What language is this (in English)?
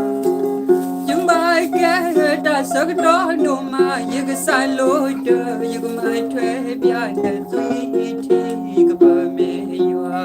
S'gaw Karen